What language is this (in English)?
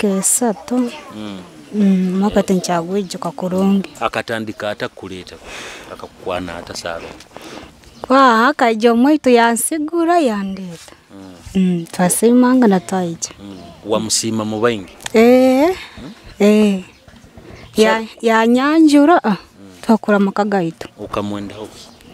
Nyoro